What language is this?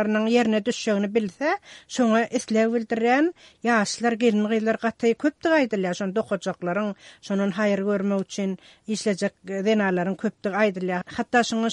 Turkmen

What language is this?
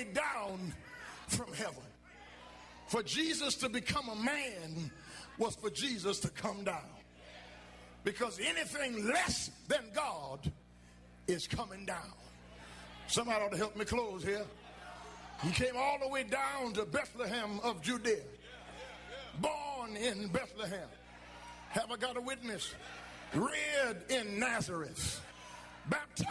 English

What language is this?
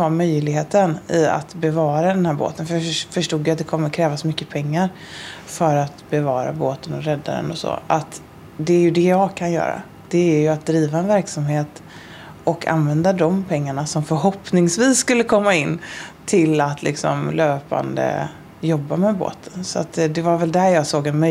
Swedish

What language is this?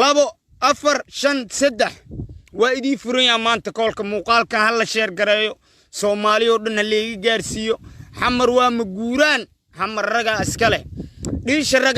Somali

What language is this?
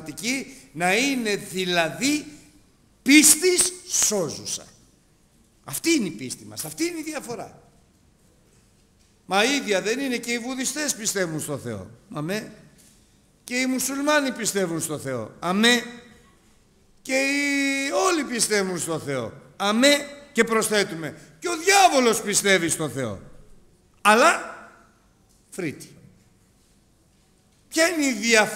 Greek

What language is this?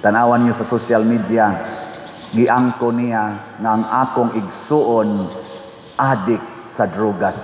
Cebuano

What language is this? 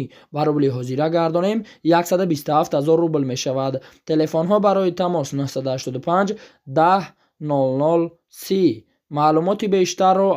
Tajik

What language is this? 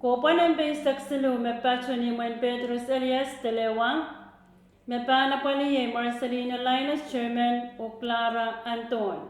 Pohnpeian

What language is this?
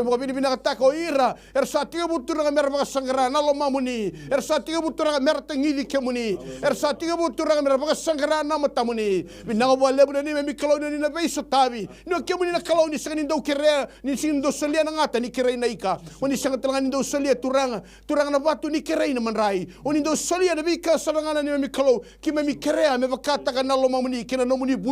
Fijian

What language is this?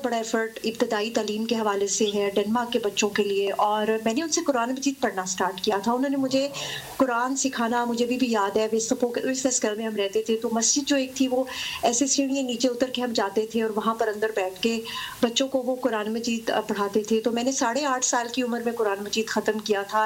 Urdu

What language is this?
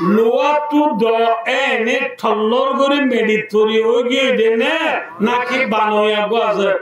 Rohingya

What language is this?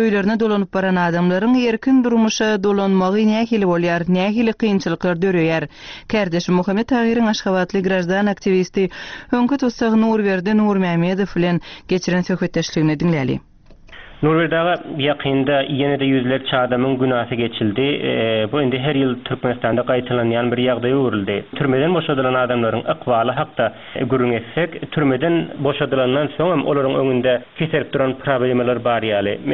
Turkmen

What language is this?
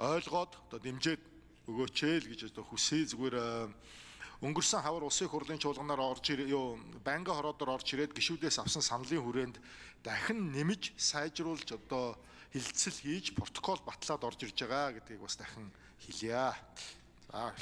Mongolian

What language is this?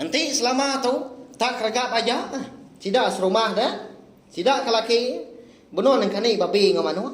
Iban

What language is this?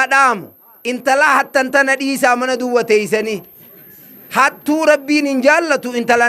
Oromo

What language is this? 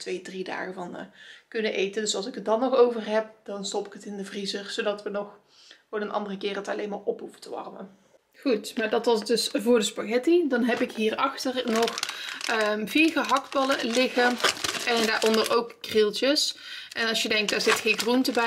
Dutch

